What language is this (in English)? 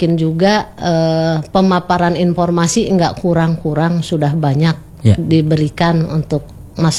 Indonesian